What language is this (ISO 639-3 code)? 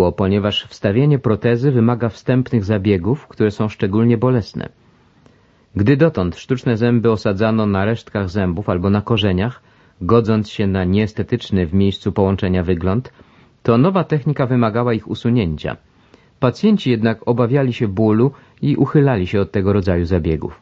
pol